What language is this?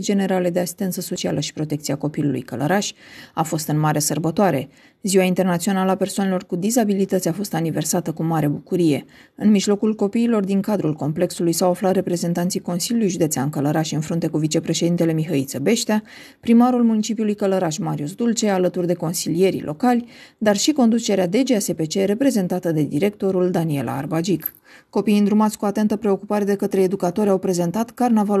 Romanian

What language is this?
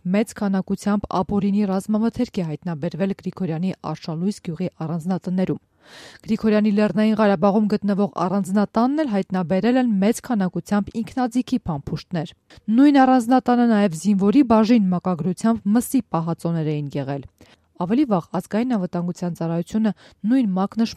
Armenian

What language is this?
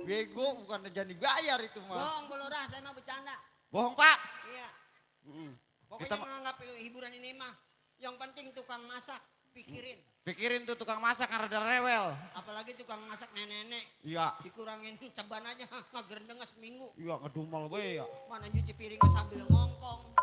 Betawi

